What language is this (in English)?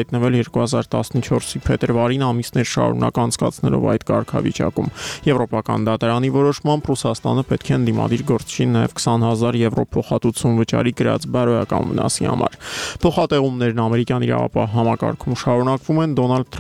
Armenian